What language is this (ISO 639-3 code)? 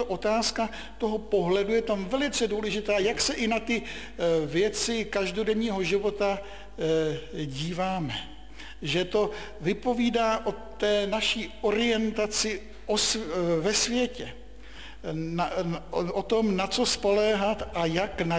ces